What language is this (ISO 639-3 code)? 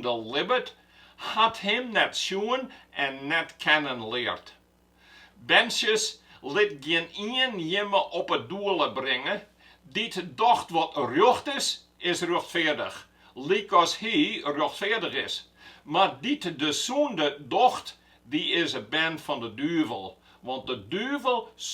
fry